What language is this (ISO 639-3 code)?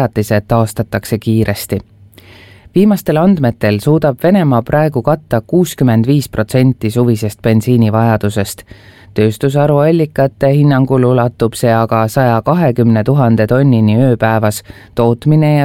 est